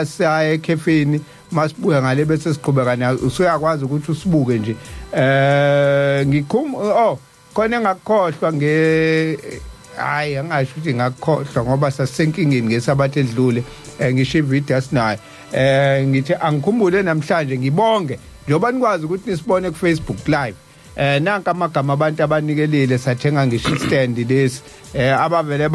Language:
Zulu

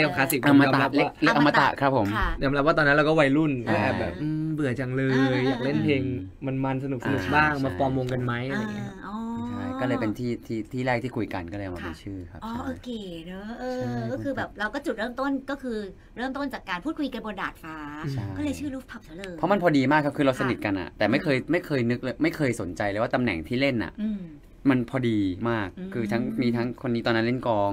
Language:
Thai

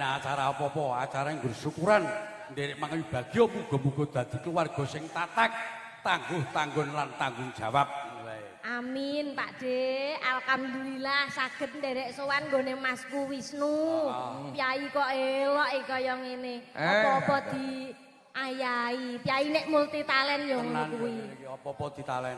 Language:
Javanese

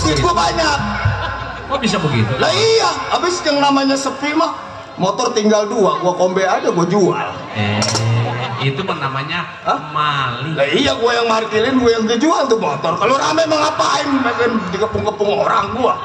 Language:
Betawi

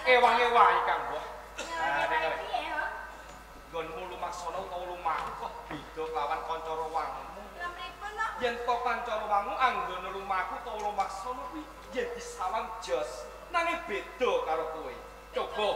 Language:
Javanese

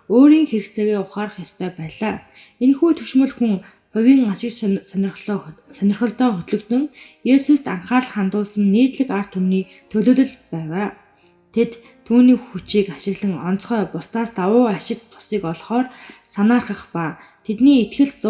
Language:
Mongolian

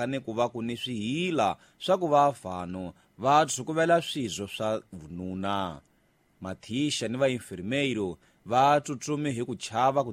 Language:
Tsonga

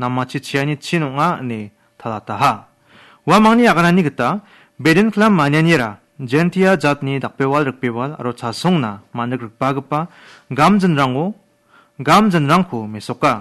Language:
Garo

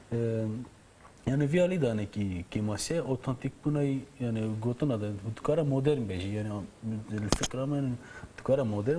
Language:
Kurdish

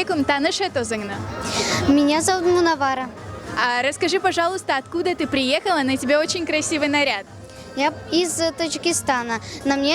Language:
Crimean Tatar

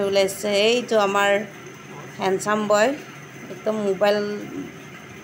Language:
Assamese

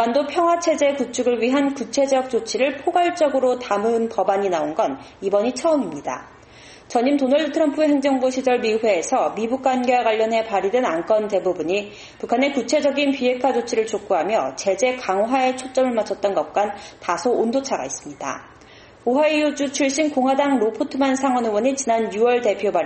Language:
Korean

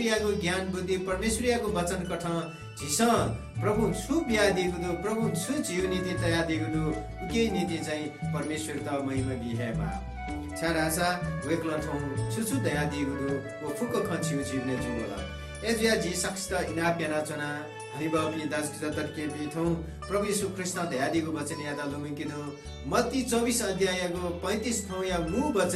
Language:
Newari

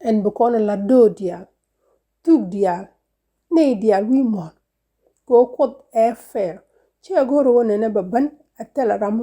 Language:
Nuer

